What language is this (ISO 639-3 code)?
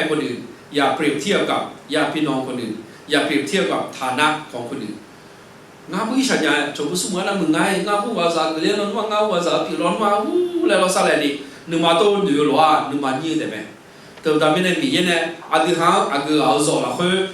ahk